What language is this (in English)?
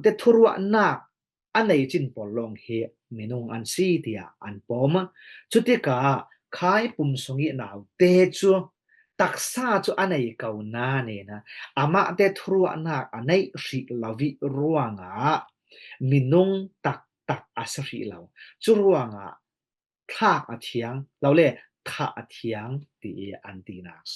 Falam Chin